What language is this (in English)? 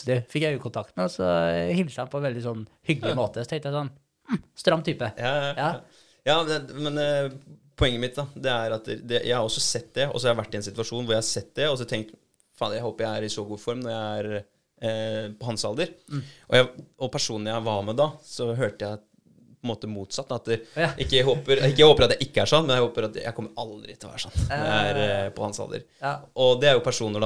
Norwegian